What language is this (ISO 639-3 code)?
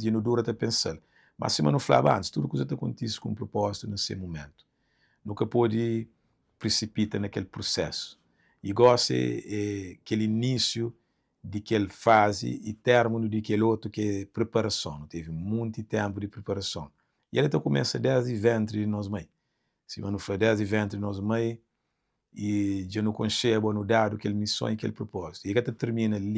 kea